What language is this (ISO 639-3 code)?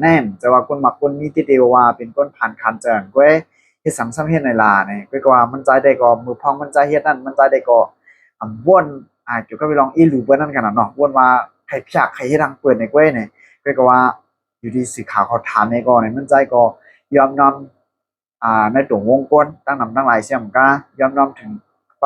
shn